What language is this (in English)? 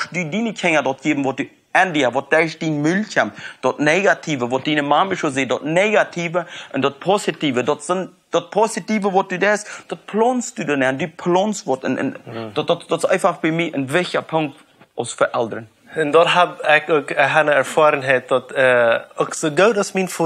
Plautdietsch